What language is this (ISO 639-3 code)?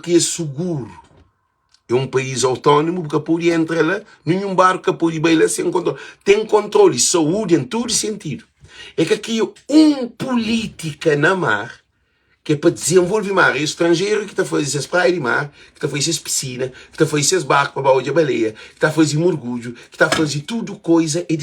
kea